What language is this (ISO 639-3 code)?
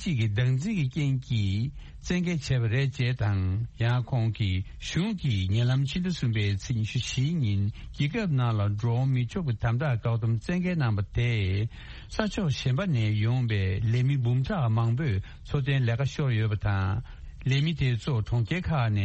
bod